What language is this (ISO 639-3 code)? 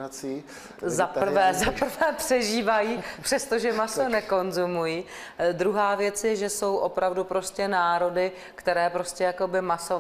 ces